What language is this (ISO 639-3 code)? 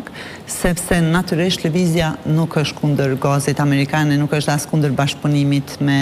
sqi